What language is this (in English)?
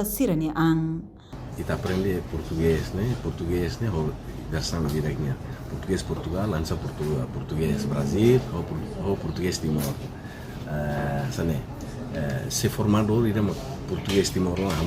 Tetum